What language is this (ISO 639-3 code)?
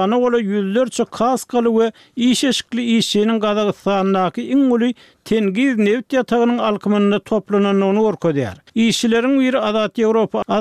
tuk